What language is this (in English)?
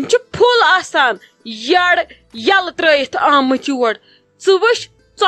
Kashmiri